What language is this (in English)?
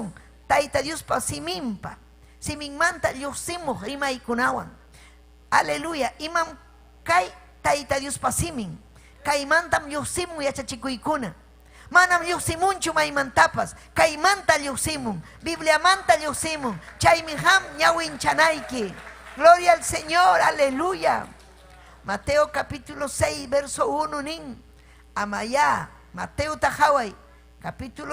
Ayacucho Quechua